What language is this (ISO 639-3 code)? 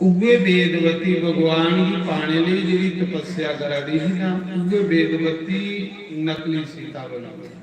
doi